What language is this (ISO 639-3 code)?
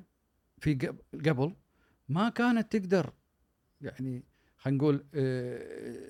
afb